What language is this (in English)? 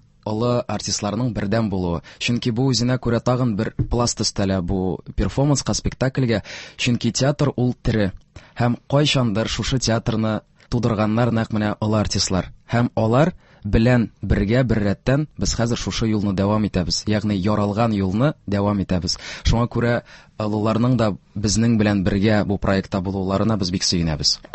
Tatar